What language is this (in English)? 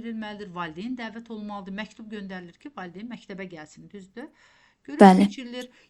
Azerbaijani